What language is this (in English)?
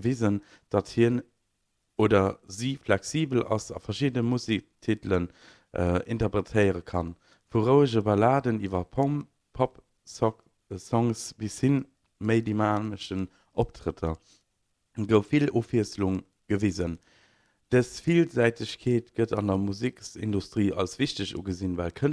Luxembourgish